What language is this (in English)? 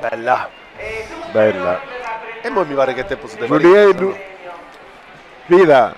Sardinian